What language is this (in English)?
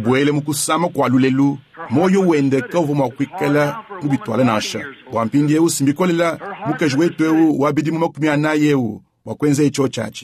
Luba-Lulua